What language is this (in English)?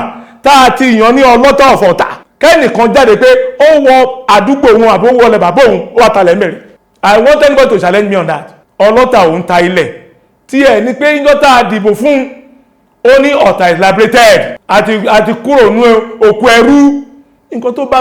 Yoruba